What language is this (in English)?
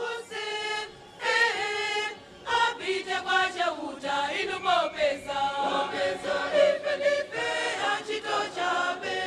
Nyanja